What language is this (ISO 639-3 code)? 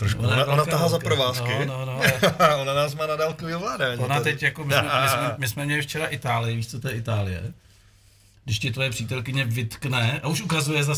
ces